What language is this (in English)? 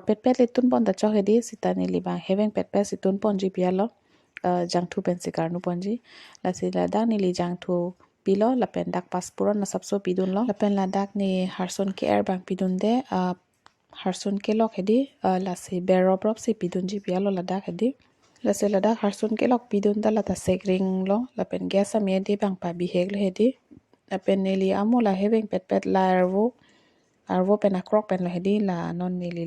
Karbi